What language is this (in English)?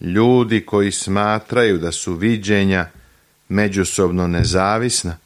Serbian